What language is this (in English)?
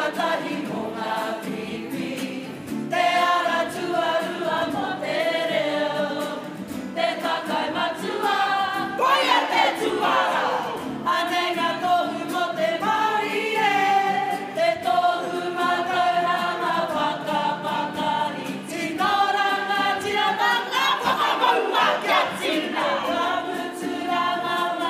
Māori